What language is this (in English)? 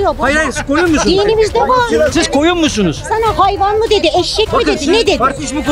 Turkish